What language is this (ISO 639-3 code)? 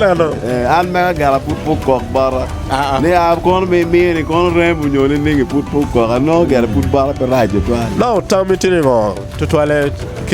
ach